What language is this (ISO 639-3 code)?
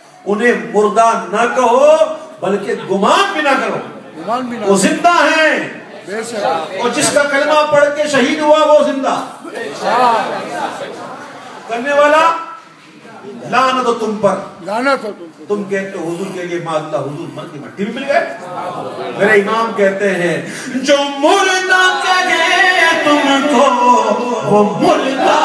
urd